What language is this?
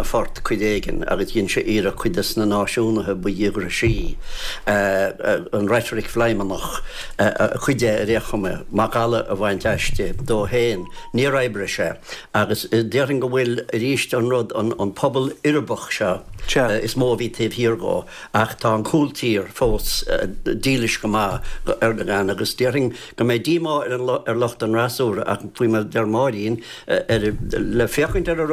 Irish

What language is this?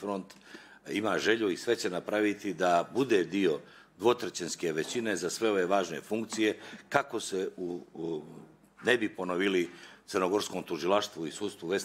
Bosnian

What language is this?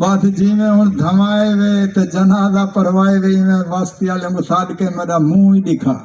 Saraiki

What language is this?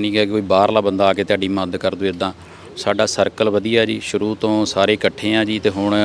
Punjabi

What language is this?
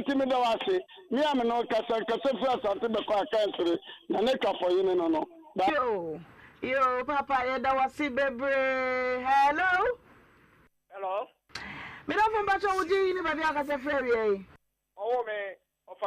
Akan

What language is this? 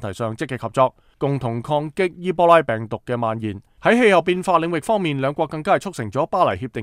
Cantonese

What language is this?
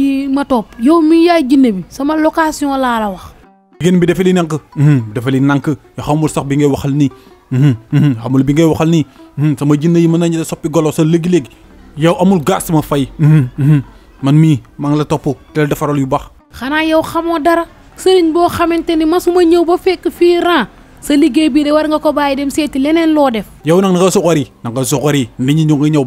Wolof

